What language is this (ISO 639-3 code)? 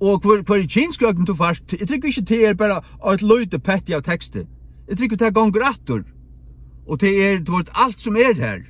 fao